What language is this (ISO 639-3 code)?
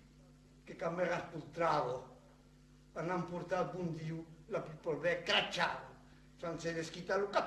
oci